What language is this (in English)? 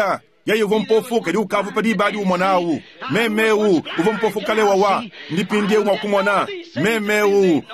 Luba-Lulua